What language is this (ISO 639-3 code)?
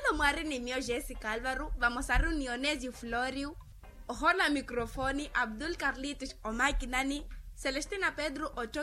vmw